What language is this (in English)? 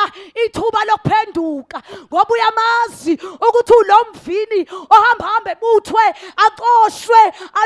Zulu